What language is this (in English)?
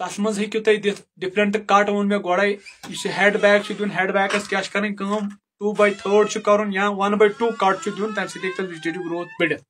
Kashmiri